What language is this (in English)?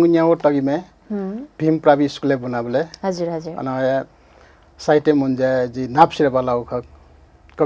Newari